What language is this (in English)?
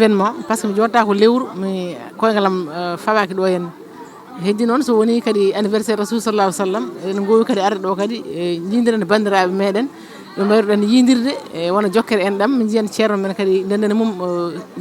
Fula